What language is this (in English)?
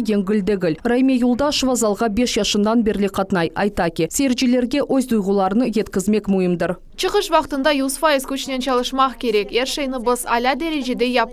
Crimean Tatar